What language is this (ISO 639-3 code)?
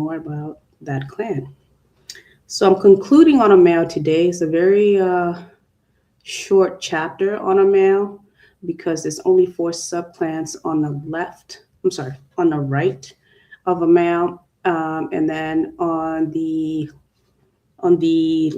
ach